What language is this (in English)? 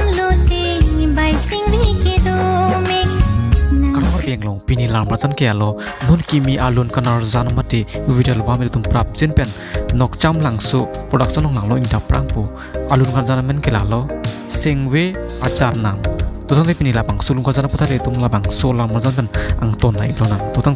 Karbi